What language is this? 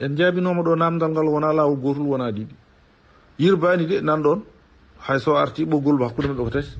Fula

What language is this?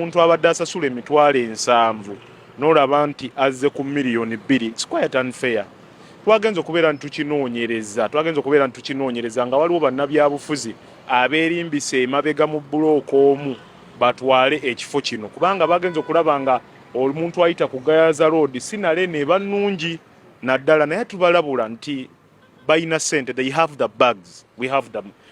Ganda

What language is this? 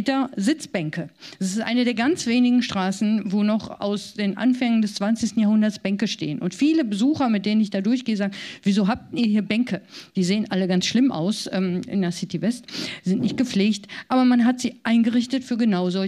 German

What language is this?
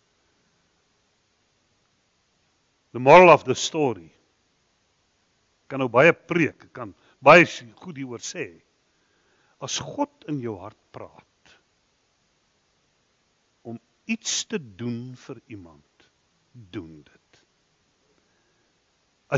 Afrikaans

